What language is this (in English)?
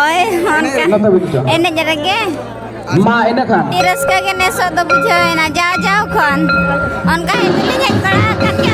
Santali